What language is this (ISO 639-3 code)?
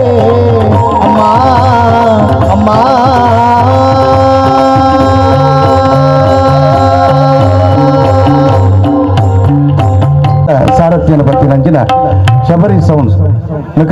kan